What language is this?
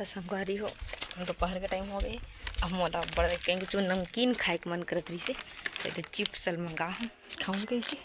Chhattisgarhi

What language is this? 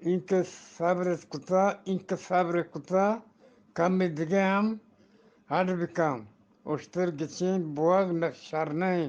Eastern Balochi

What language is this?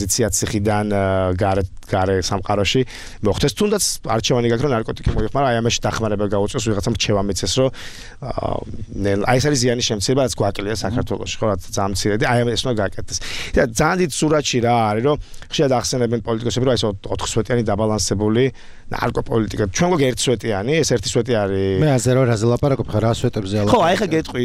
Georgian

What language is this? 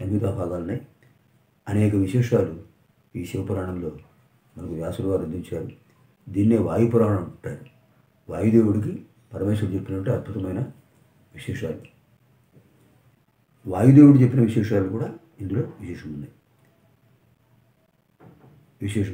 Telugu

